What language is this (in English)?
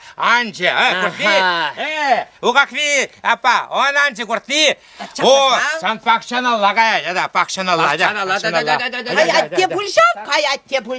Chuvash